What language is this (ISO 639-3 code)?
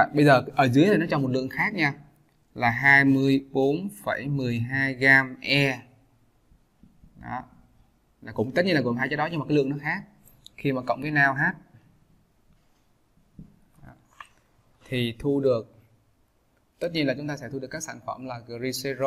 vie